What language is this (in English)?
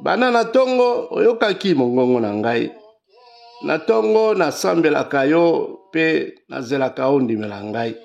Lingala